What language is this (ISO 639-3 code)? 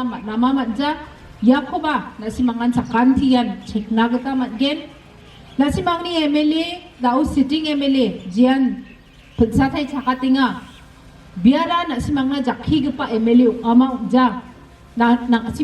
grt